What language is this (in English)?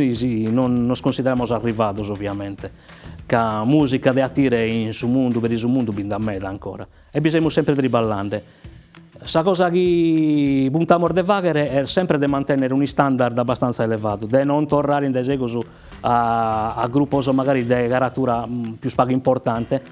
Sardinian